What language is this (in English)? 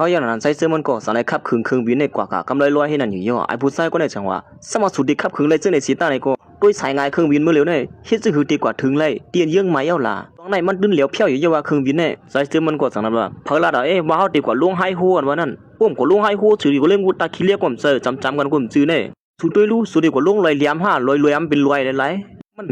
Shan